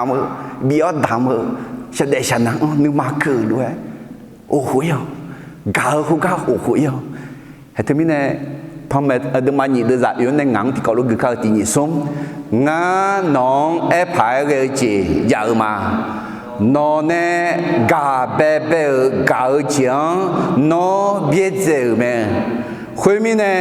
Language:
Akha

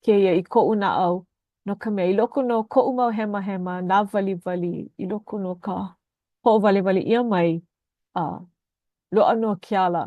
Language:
Hawaiian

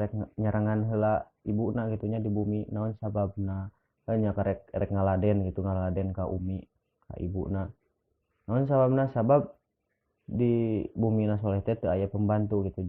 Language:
Sundanese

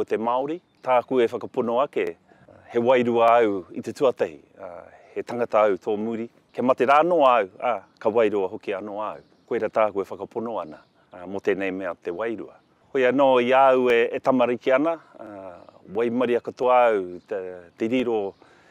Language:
Māori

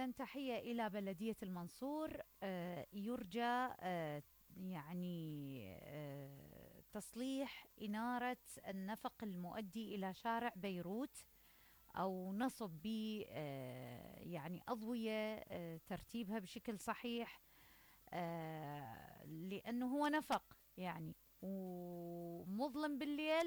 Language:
Mesopotamian Arabic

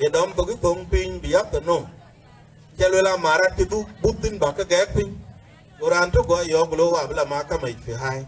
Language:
Dinka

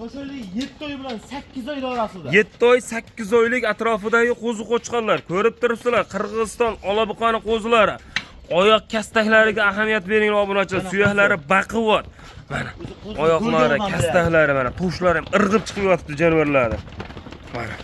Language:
Uzbek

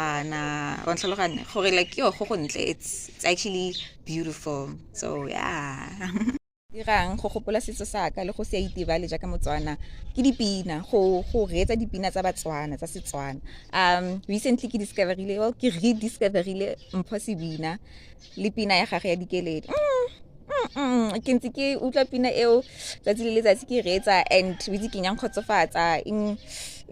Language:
Tswana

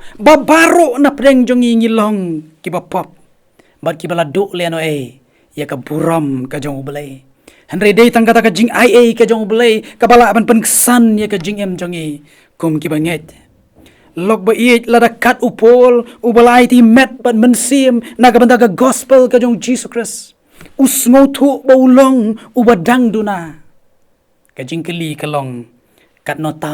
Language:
Khasi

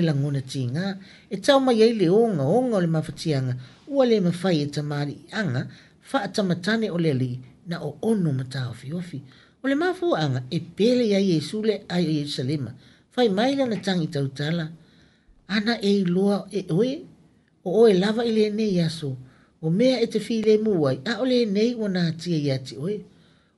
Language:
Samoan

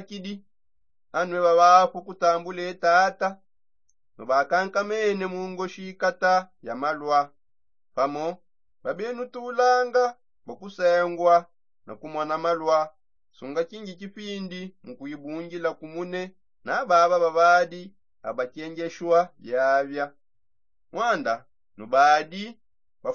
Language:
Songe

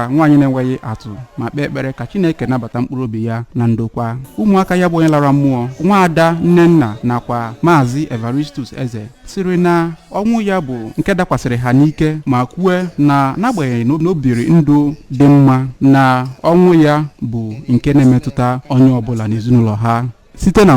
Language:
Igbo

